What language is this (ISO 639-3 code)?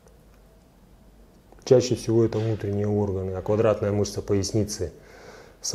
rus